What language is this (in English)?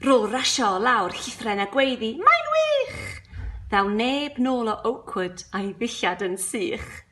Welsh